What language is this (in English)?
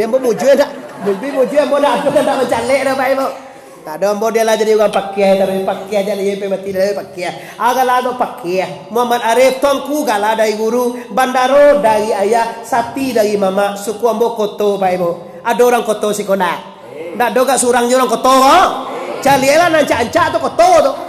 Minangkabau